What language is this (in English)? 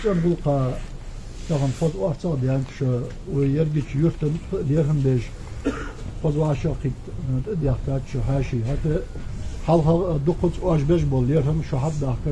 Ingush